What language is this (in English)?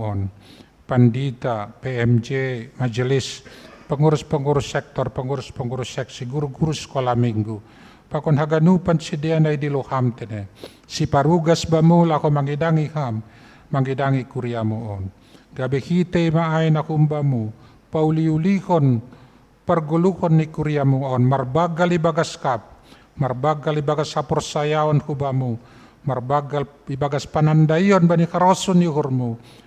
Batak Simalungun